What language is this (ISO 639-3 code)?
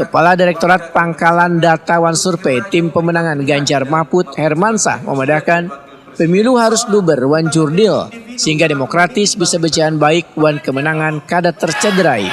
bjn